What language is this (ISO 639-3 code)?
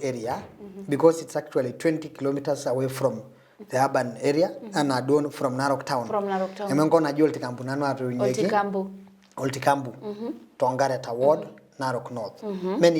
mas